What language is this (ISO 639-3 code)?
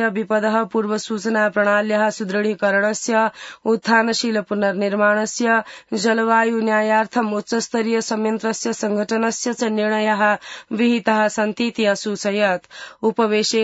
san